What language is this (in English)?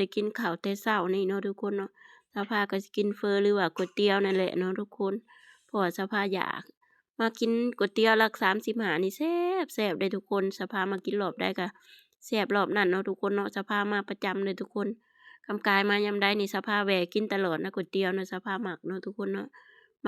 Lao